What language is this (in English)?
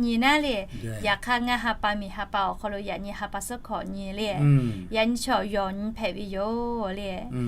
Lahu